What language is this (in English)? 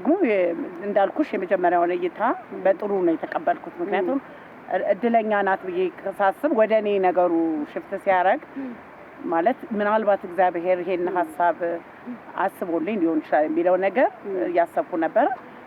Amharic